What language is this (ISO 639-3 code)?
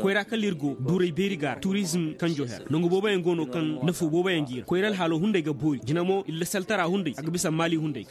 ses